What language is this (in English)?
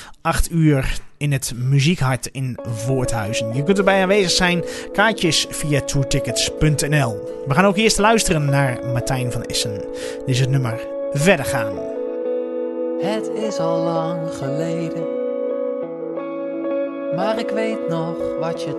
Dutch